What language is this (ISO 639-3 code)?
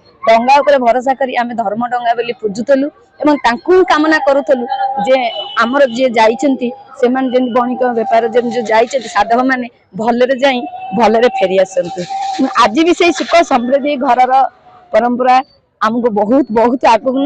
ori